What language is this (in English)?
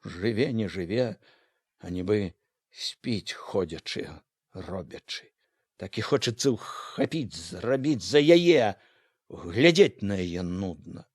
Belarusian